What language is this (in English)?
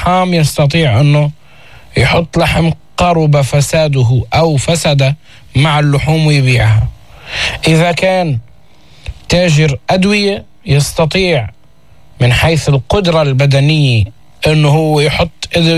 North Levantine Arabic